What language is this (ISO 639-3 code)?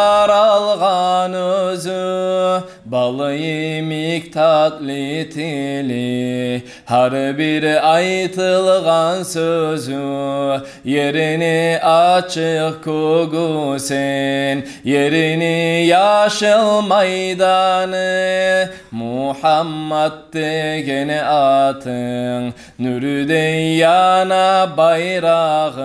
kum